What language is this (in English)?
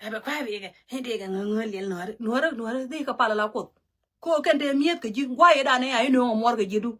Nuer